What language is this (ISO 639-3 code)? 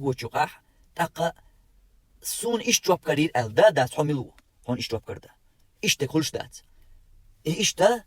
che